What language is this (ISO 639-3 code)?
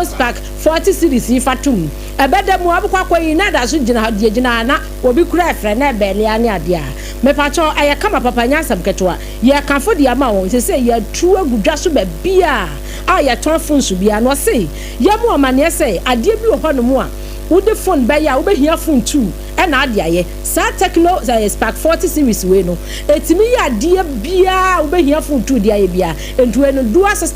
aka